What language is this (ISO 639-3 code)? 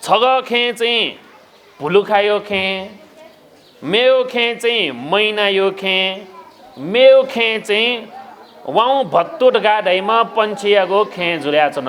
new